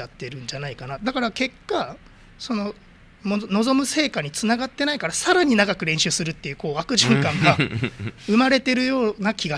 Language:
Japanese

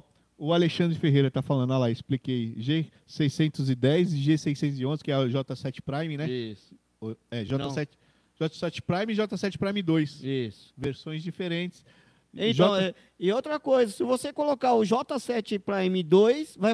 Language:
Portuguese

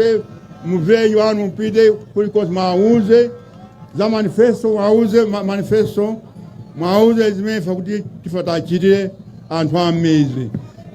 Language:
Nyanja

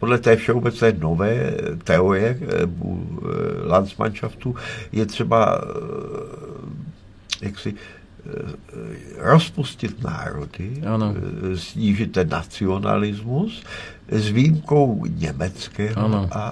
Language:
Czech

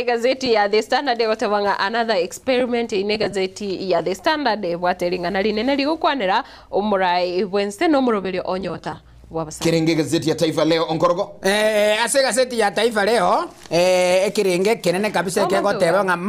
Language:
Gusii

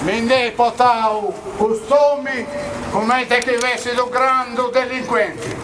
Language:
Sardinian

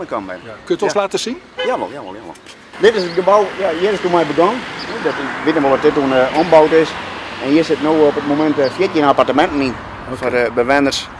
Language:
Western Frisian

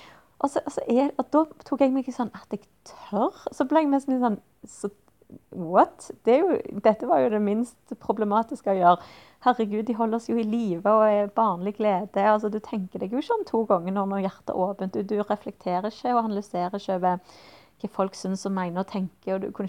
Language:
Norwegian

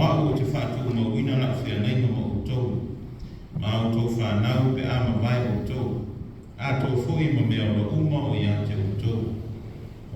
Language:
Samoan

